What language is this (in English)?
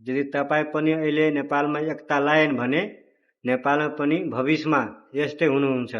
Nepali